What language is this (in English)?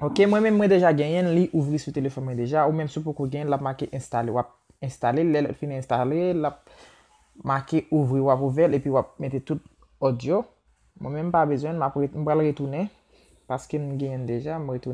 Haitian Creole